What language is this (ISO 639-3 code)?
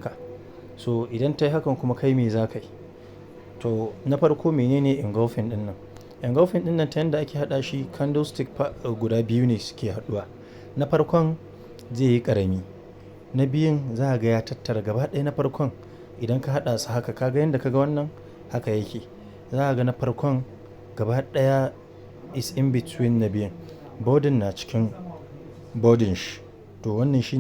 hau